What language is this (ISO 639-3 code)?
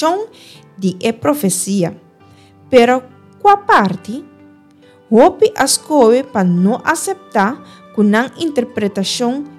pap